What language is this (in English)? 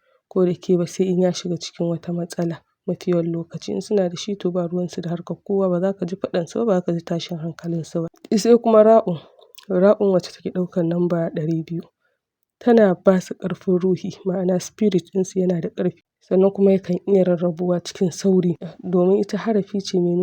Hausa